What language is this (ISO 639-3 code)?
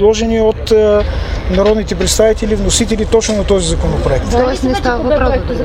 bul